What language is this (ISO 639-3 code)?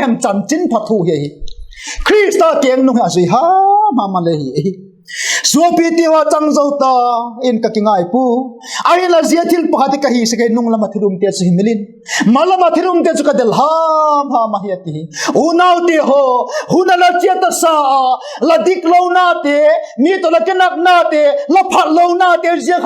vap